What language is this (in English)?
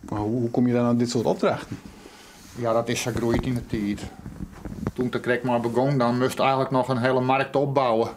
Western Frisian